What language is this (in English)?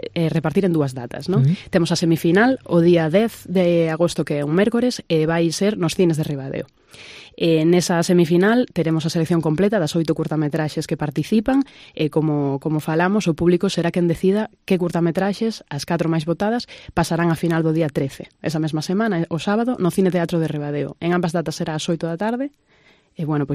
Galician